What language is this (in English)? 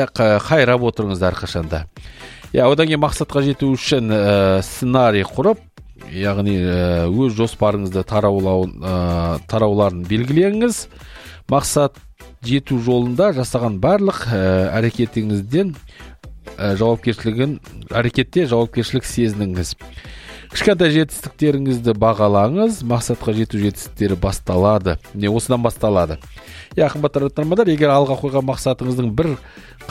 Kazakh